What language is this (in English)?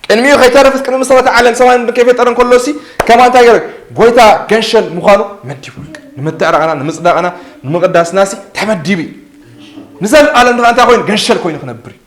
Tigrinya